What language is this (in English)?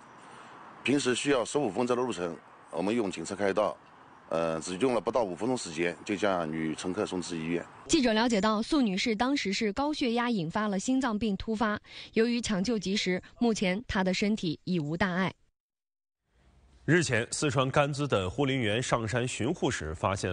Chinese